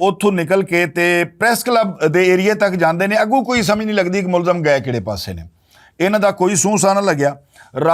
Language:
Western Panjabi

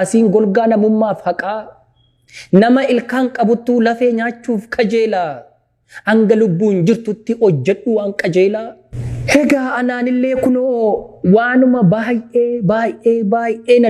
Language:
Oromo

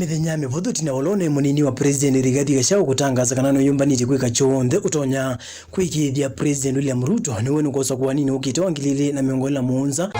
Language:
Kamba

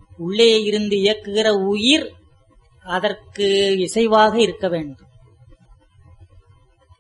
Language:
Tamil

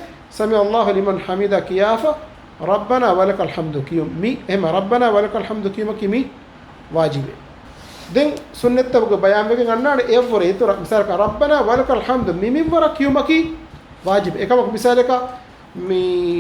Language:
Divehi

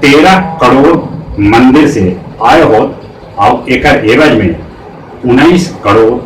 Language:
Magahi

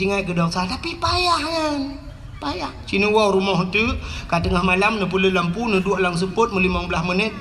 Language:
Achinese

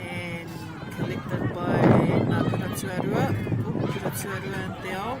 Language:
Māori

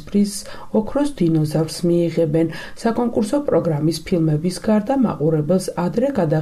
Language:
Georgian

